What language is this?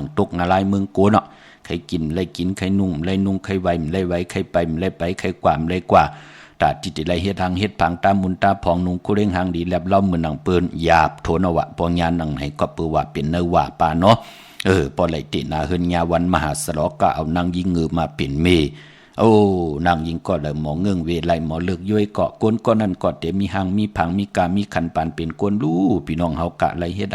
Shan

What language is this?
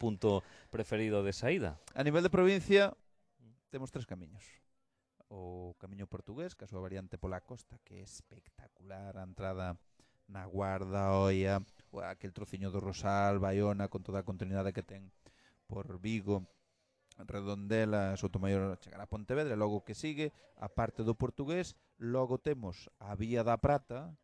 Galician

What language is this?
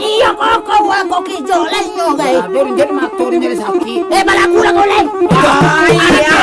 Minangkabau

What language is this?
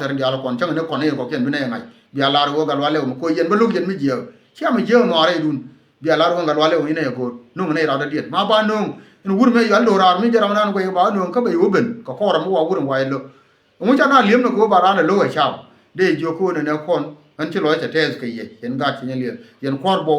Nuer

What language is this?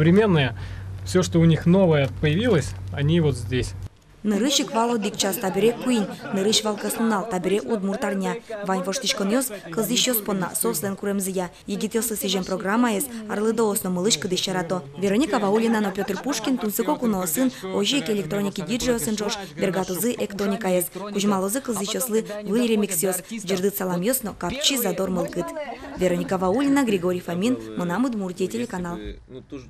Udmurt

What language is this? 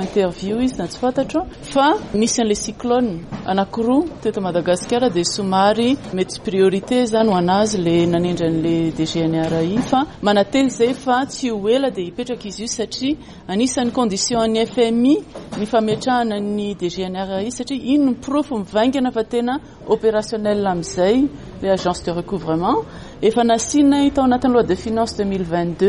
Malagasy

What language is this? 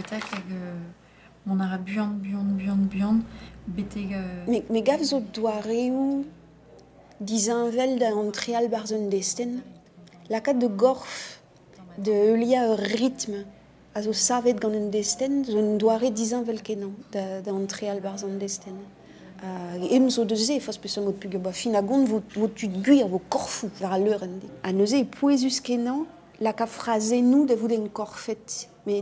Breton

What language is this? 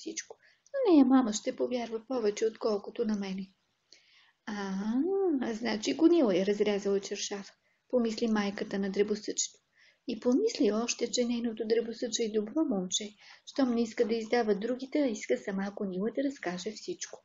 Bulgarian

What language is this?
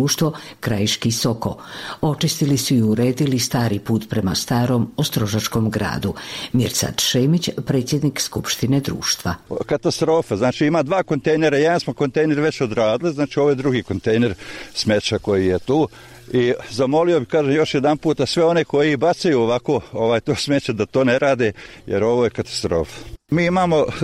Bosnian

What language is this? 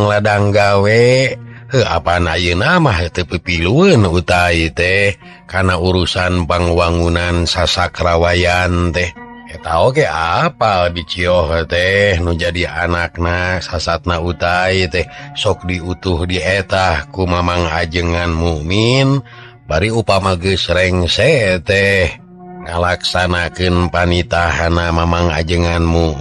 Sundanese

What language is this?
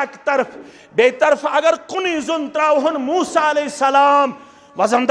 Kashmiri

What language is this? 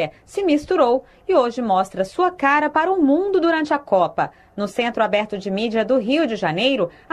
Portuguese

